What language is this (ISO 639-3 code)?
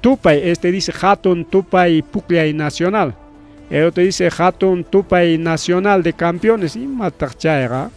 quy